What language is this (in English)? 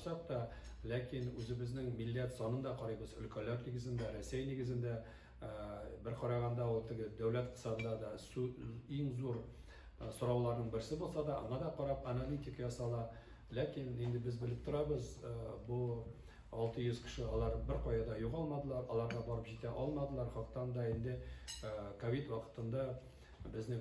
Tatar